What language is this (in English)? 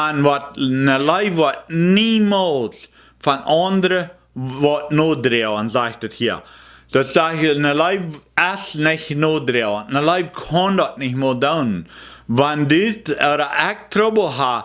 Plautdietsch